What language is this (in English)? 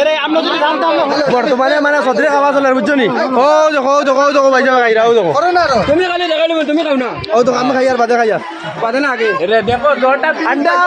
Sylheti